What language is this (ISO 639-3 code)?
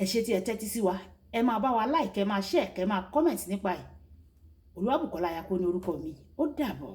yor